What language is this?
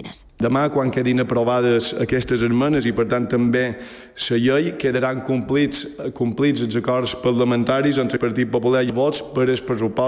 Catalan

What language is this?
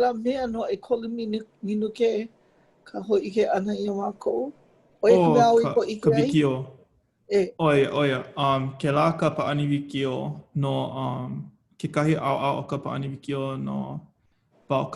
Hawaiian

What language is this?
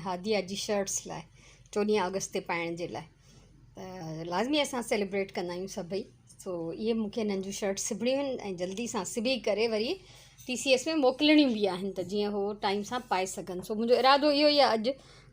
Sindhi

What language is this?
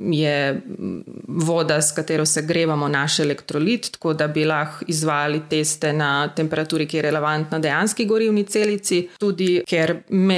Slovenian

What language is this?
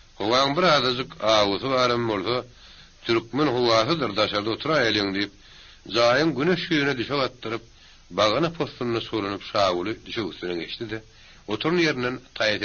Turkmen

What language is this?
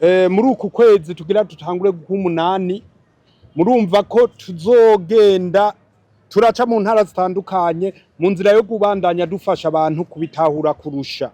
Rundi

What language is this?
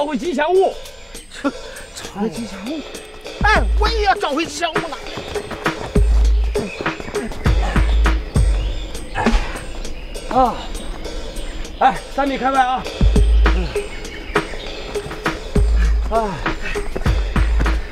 Chinese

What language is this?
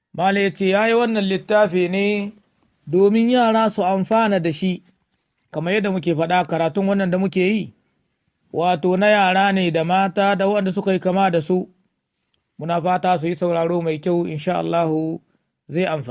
Hausa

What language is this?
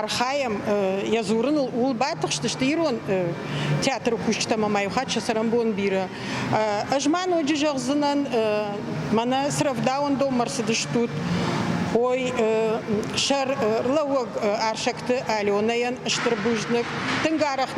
Ossetic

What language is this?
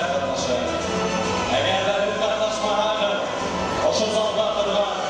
Bashkir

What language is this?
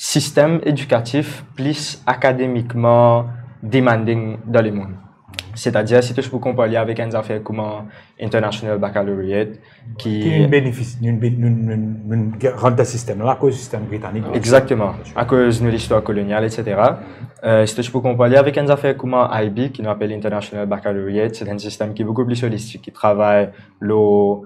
Morisyen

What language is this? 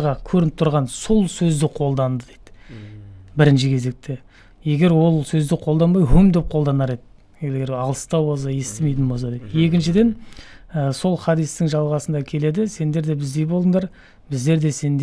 Kazakh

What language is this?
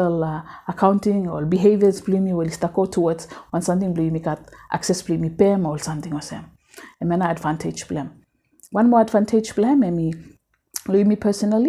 Bislama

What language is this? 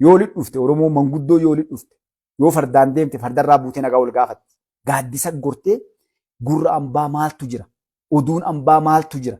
Oromo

